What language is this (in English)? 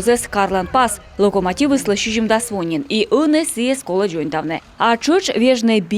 Komi